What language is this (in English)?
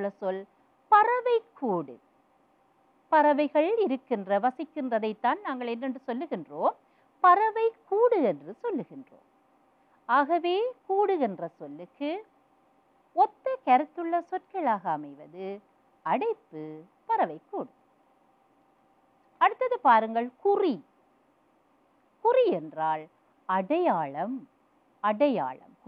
Tamil